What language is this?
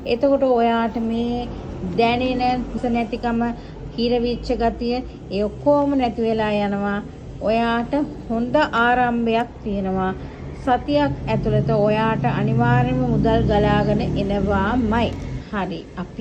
Sinhala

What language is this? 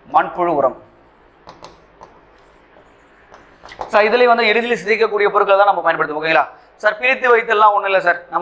Tamil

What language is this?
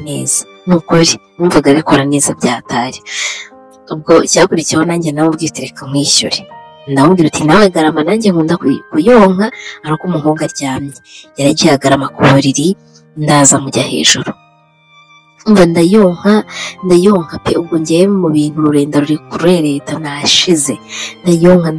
Kinyarwanda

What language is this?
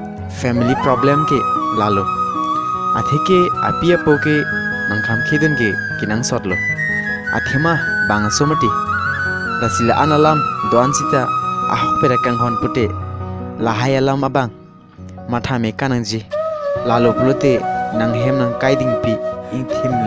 Karbi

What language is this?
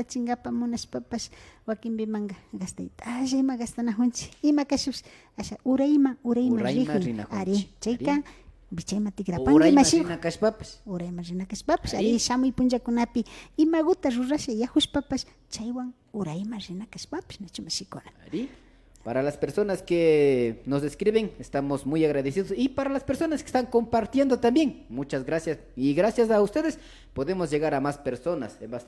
Imbabura Highland Quichua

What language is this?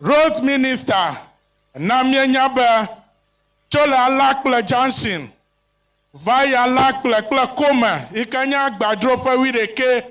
Ewe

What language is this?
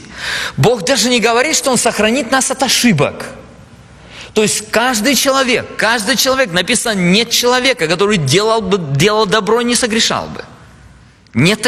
Russian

